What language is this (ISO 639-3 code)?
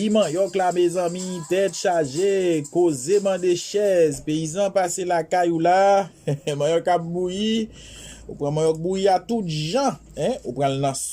hat